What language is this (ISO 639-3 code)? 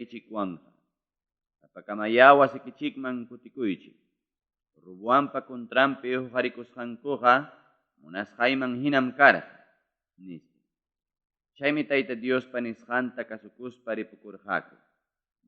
quy